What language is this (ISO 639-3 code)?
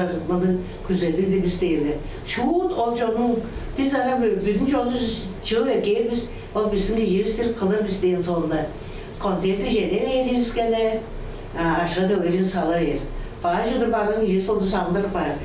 tyv